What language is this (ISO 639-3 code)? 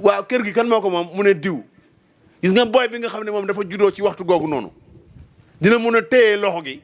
wol